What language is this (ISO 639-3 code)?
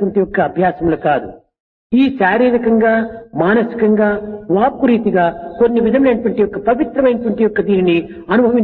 tel